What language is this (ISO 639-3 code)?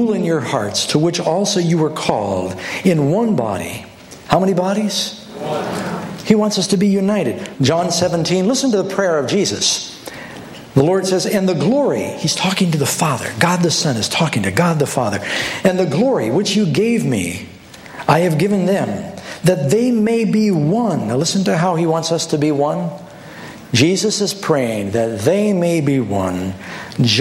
eng